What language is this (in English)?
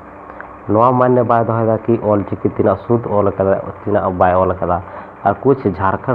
Santali